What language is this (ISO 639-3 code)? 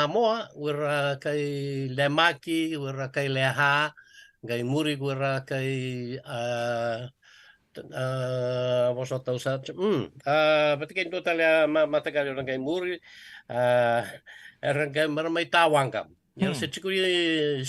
fij